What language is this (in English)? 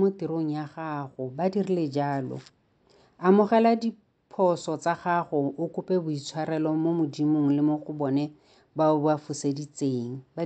Tswana